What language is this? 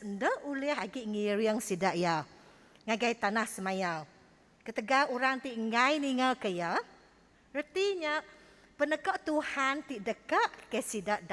Iban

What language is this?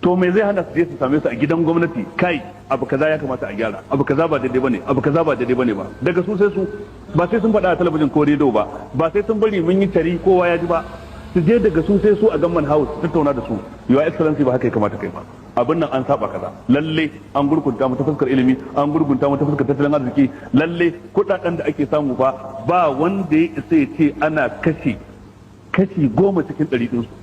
Hausa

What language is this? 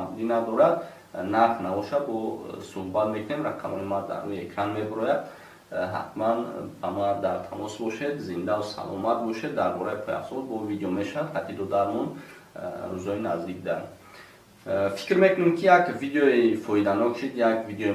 Tajik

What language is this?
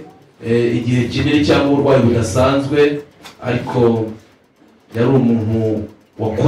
Kinyarwanda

